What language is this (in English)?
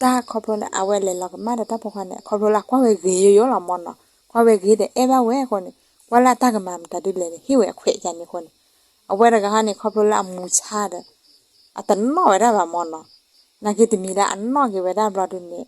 S'gaw Karen